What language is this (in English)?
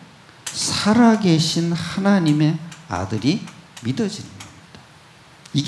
Korean